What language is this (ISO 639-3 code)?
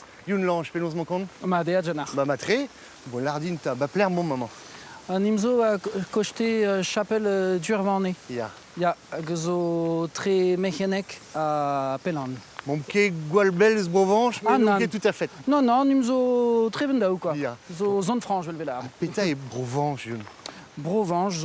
bre